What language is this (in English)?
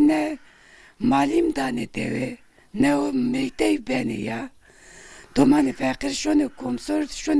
Zaza